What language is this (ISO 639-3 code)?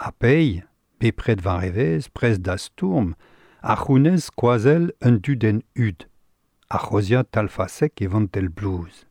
bre